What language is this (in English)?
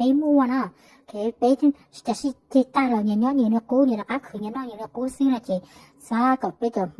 Hmong